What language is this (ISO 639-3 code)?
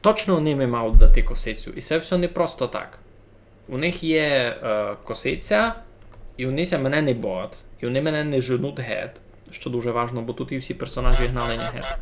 rue